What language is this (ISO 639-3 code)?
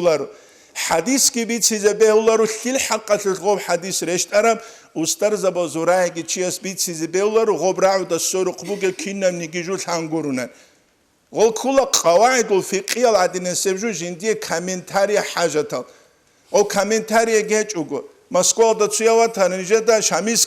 ava